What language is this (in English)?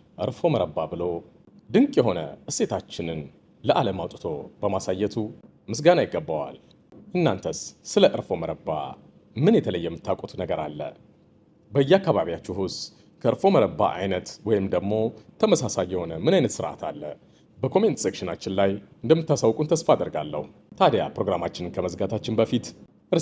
Amharic